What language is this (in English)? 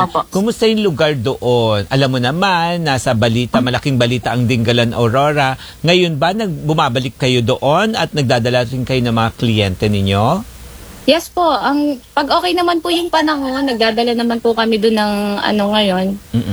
Filipino